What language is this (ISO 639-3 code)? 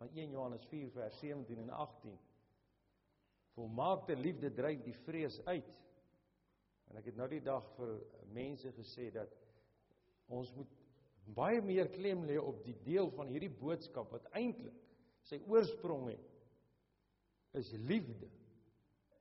afr